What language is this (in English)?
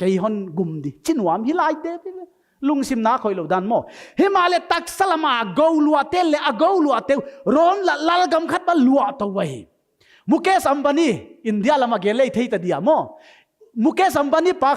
Paite Chin